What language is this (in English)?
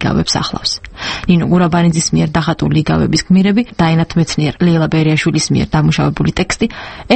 Georgian